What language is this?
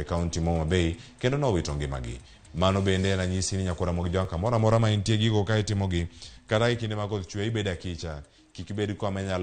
Luo (Kenya and Tanzania)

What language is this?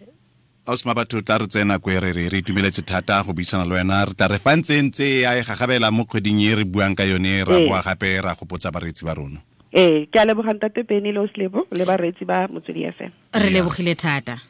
Tswana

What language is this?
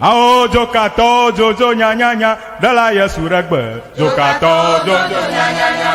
Ewe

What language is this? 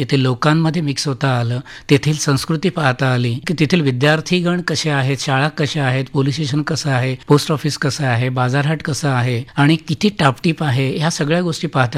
Marathi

